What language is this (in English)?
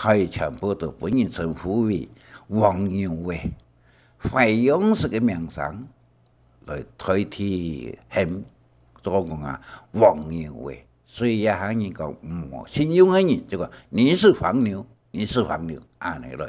Hakka Chinese